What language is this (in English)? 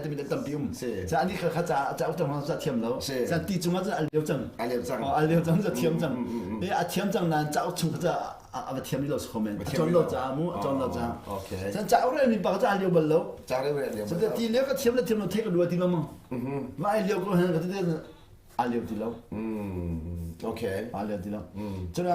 Hakha Chin